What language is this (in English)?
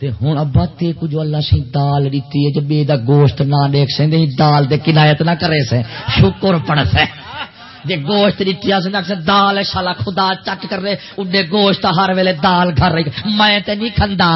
Saraiki